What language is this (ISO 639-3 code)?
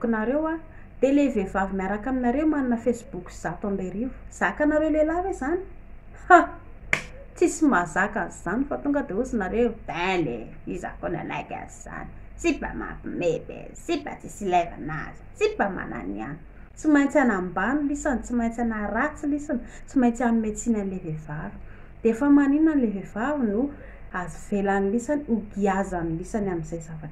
mlg